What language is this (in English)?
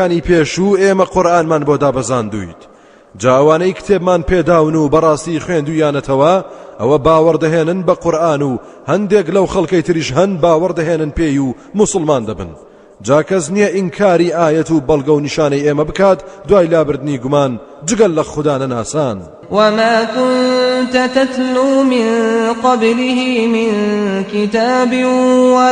Central Kurdish